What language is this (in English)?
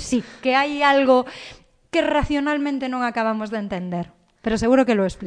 Galician